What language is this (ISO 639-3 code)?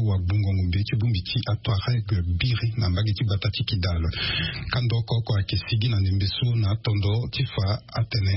sag